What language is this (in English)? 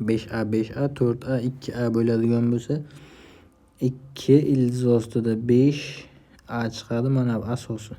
Uzbek